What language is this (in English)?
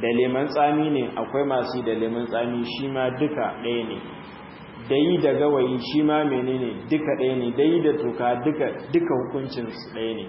Hausa